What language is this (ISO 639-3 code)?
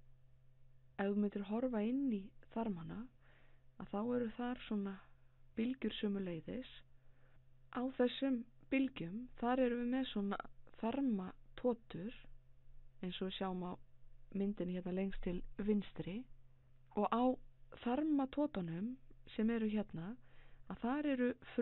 isl